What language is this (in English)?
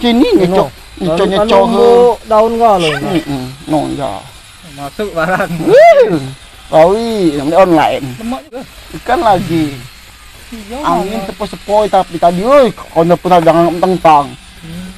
Musi